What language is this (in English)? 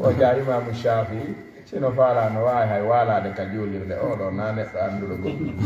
Fula